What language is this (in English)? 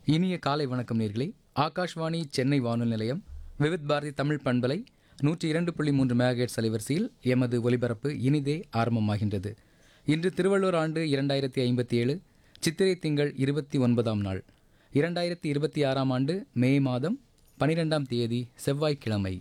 Tamil